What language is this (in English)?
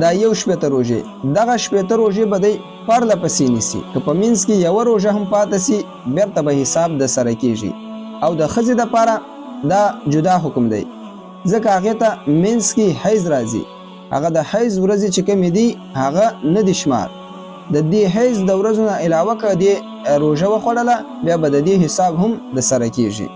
Pashto